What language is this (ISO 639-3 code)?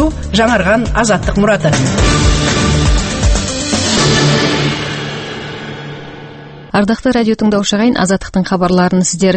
kaz